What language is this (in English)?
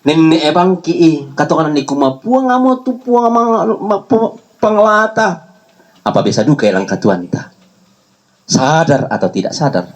Toraja-Sa'dan